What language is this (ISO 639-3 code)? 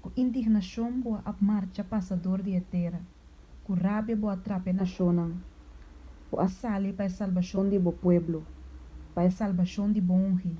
pap